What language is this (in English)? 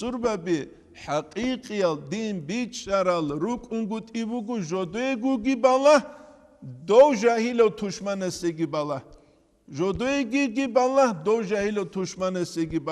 Avaric